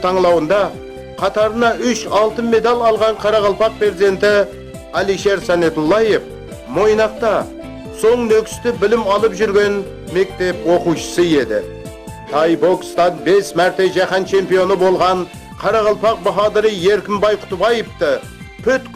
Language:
Kara-Kalpak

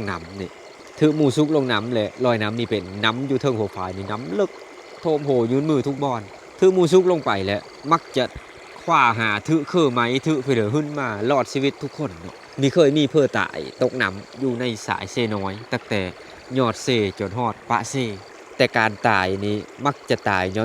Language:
Lao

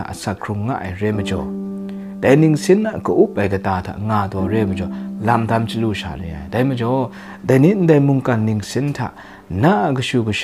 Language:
Kachin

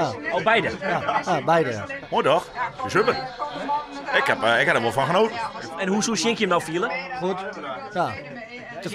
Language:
Western Frisian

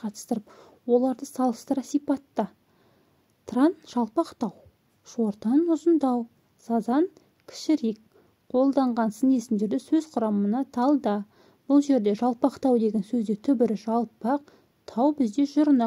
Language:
Kazakh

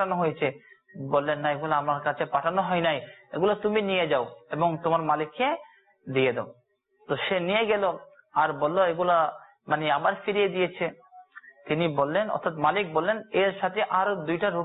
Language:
Bangla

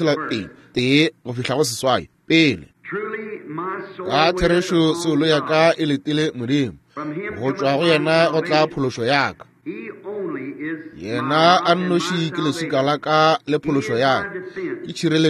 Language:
Northern Sotho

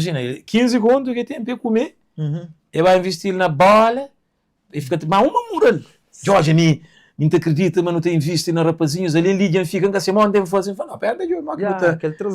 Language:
Kabuverdianu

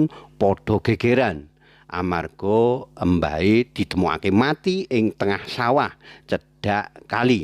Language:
Javanese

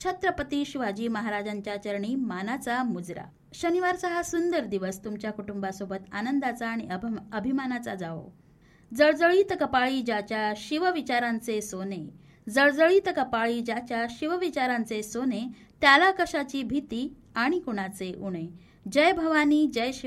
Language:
Marathi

